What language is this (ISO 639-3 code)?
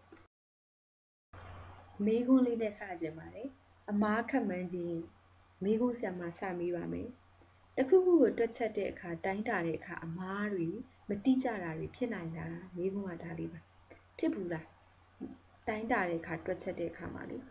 mya